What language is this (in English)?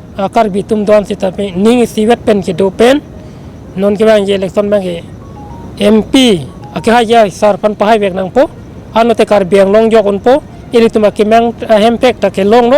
Karbi